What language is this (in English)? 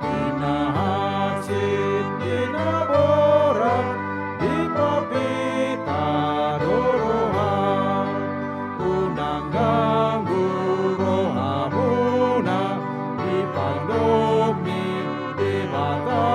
Batak Toba